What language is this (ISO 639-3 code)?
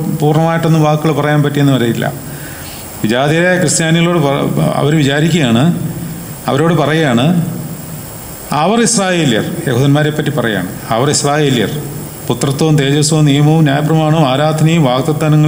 mal